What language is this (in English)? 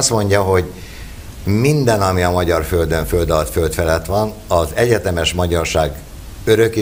Hungarian